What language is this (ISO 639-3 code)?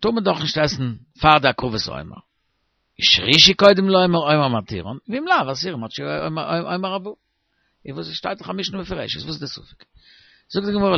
yid